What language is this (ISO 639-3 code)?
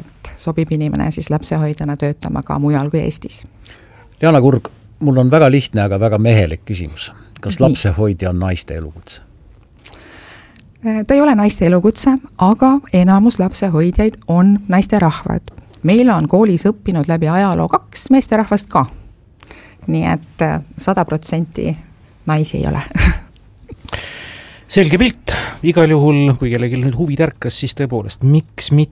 est